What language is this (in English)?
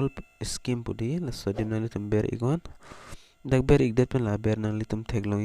Karbi